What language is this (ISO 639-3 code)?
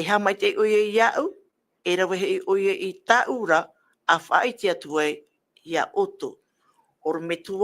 tah